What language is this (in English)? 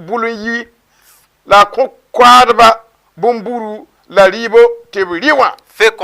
Mossi